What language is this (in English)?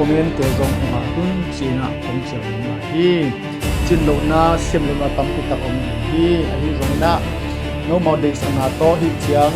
Tedim Chin